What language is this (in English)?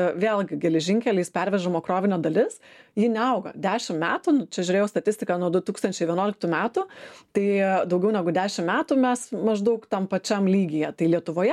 Lithuanian